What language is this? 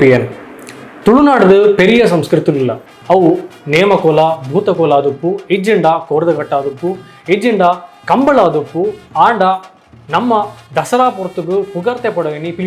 Tulu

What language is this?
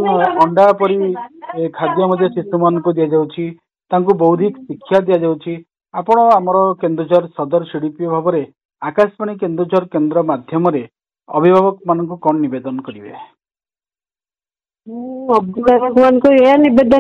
Odia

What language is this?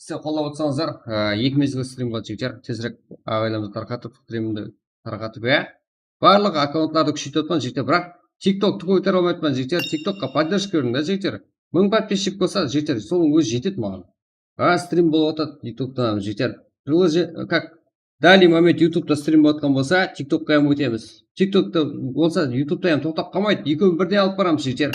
Kara-Kalpak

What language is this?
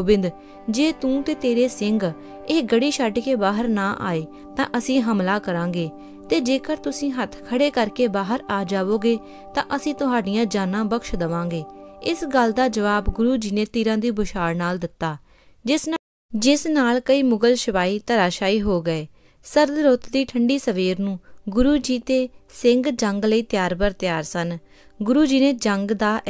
Punjabi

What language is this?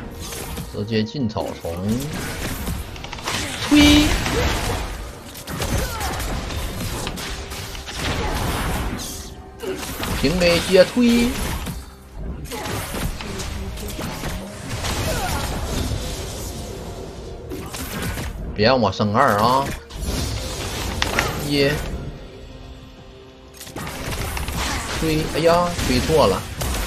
Chinese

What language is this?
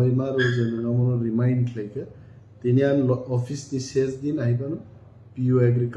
Kok Borok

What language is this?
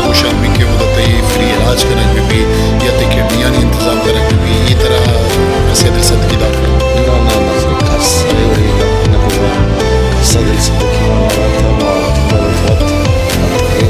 Baluchi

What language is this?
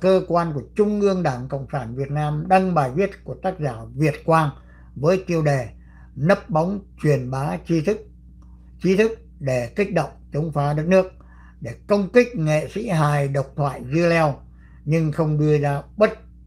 Vietnamese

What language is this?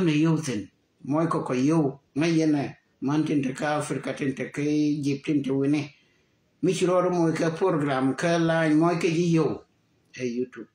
Nuer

